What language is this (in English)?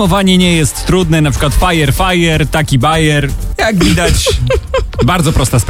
Polish